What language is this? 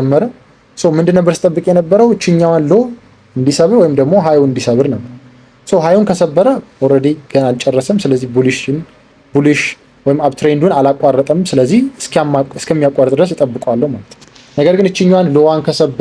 Amharic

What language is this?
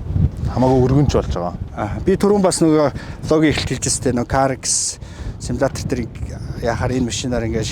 Mongolian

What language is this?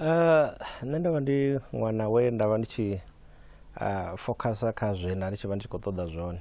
Venda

